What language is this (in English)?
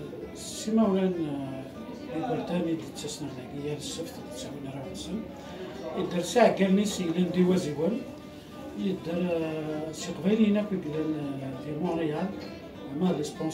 Kabyle